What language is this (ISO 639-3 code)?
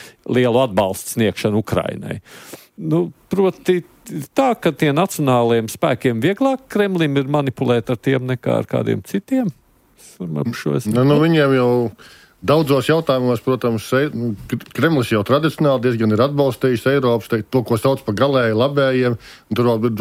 lav